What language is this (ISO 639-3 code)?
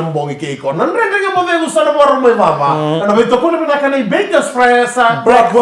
fij